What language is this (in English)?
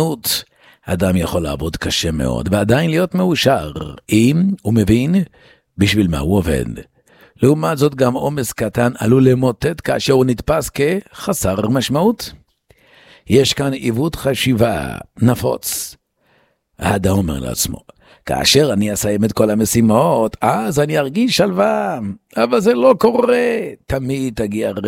Hebrew